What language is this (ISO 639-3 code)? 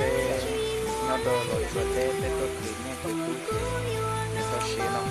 hmn